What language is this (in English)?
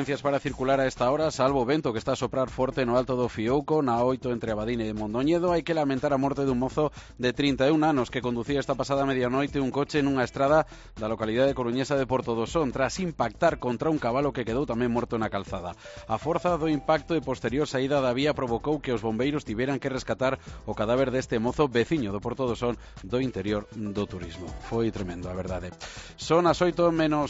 Galician